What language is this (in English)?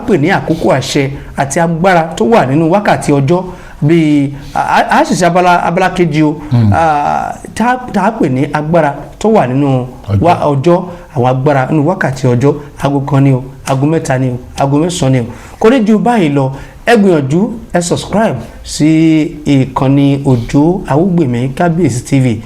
Yoruba